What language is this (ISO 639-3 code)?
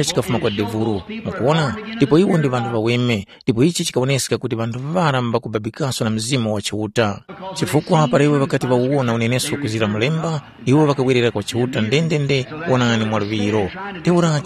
tum